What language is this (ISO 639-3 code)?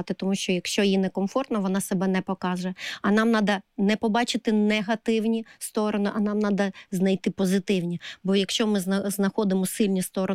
ukr